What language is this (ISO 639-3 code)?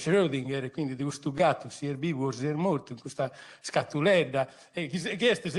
srd